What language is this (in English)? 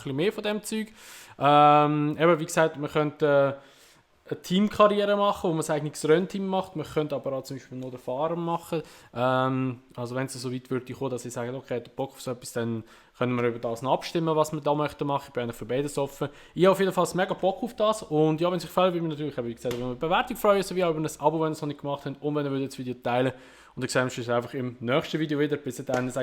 Swiss German